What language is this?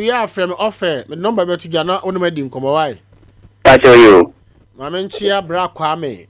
Akan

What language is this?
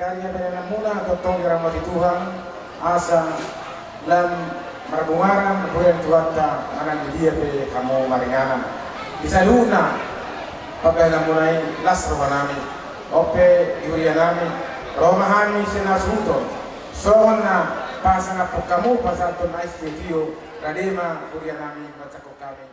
Batak Toba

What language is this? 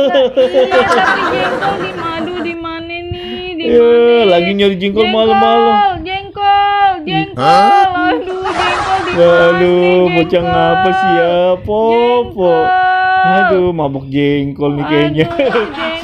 Betawi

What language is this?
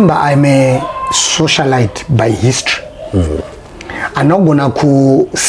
Shona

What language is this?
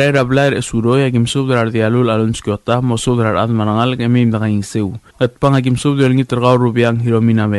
Palauan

